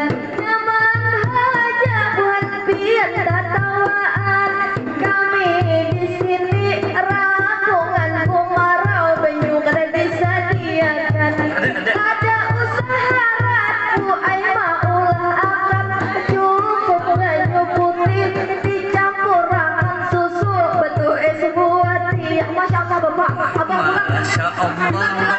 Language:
Banjar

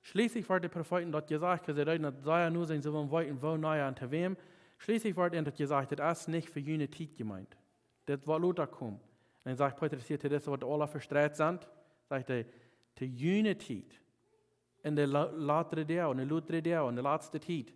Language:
Plautdietsch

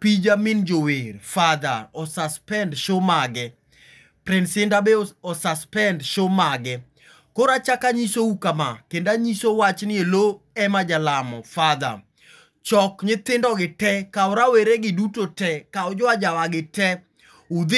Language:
Luo (Kenya and Tanzania)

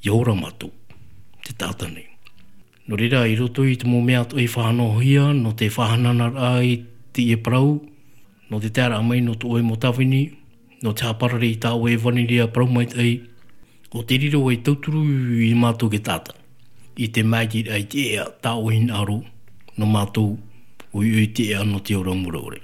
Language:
Tahitian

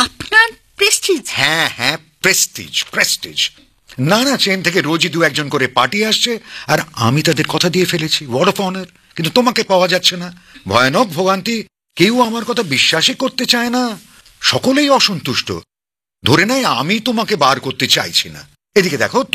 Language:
Bangla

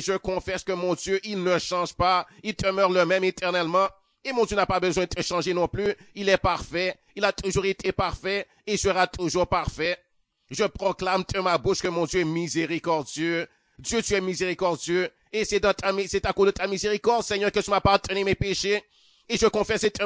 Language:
French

